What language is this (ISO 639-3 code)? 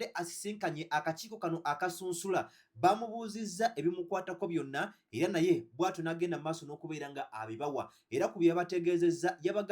lug